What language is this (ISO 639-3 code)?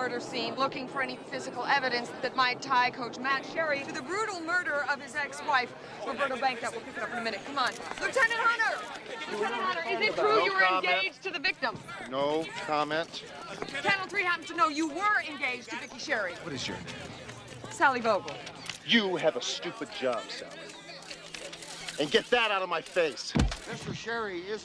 eng